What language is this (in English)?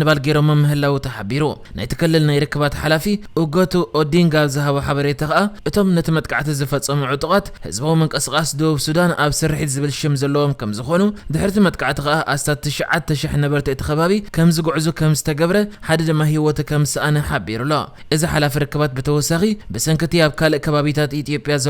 Tigrinya